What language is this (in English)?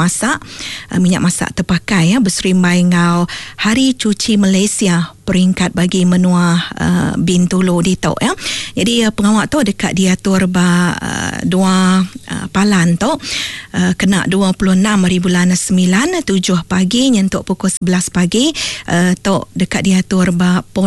Iban